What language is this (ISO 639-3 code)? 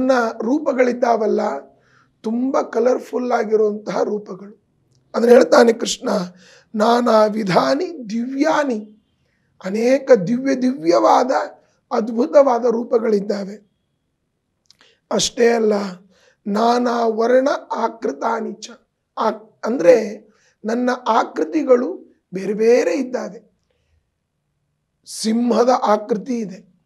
kan